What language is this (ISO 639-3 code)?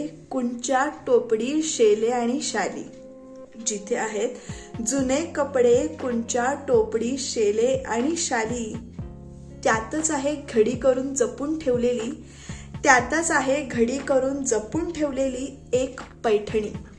mar